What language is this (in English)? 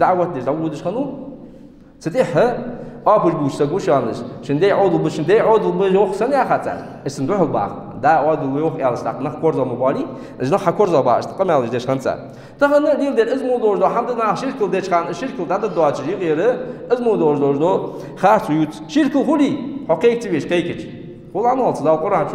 Ingush